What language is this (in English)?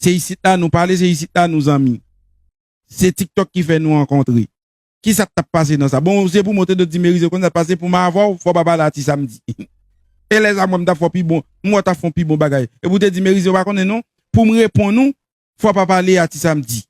Haitian Creole